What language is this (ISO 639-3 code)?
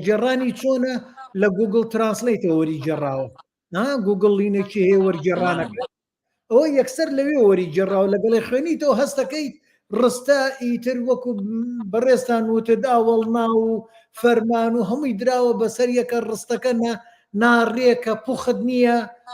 ckb